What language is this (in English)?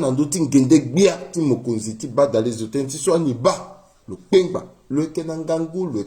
Sango